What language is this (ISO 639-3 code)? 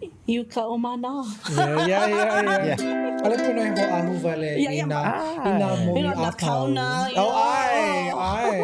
haw